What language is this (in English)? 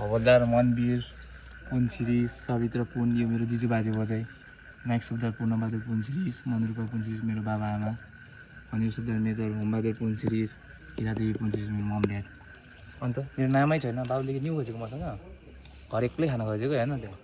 Nepali